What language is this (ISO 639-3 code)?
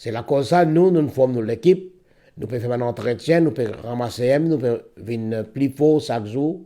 mfe